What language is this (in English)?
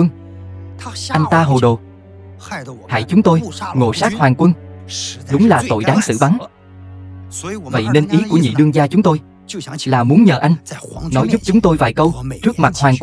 Vietnamese